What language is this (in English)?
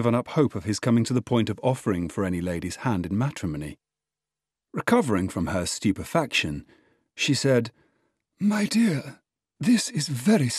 English